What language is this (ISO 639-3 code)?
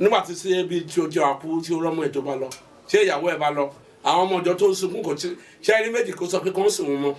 yor